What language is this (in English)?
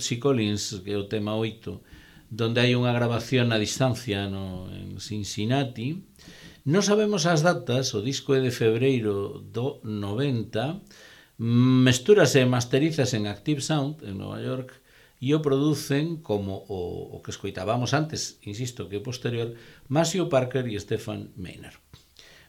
Galician